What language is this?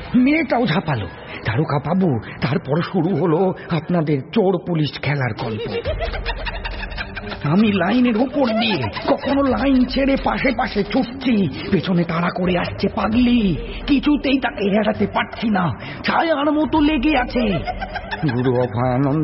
Bangla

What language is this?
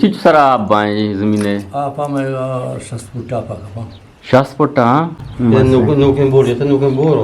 Eastern Balochi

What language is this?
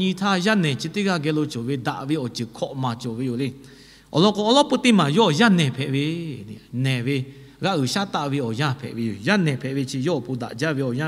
Lahu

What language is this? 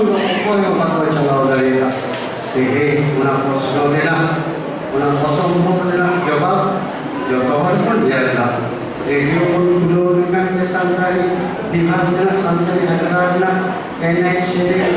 Santali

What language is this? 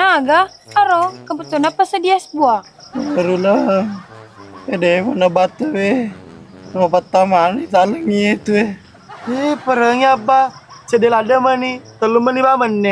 Buginese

